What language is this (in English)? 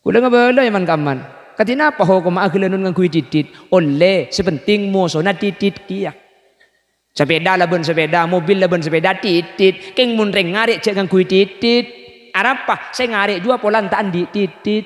Madurese